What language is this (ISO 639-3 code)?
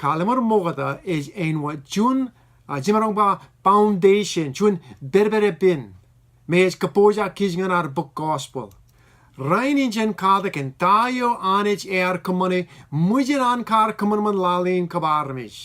mah